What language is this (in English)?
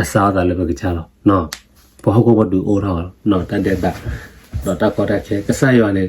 S'gaw Karen